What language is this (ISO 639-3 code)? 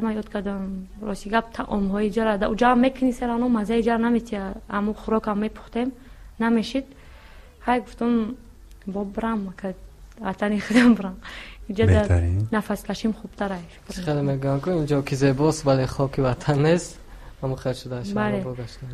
tgk